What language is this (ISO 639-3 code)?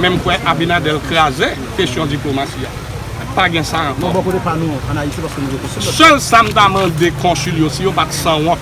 hat